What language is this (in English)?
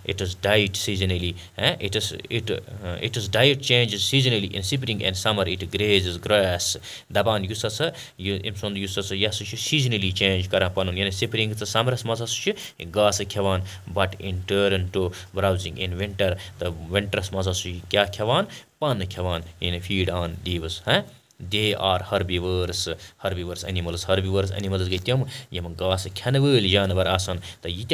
Kashmiri